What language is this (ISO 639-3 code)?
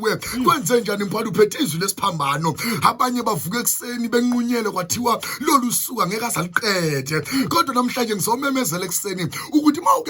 zul